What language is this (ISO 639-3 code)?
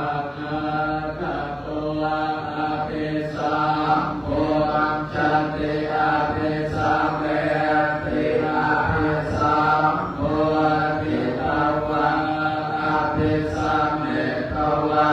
pli